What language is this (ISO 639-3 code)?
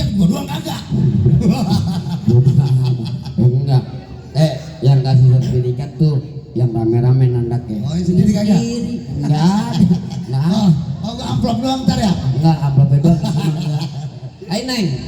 bew